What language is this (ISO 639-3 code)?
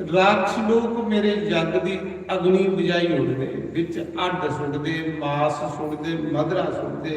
doi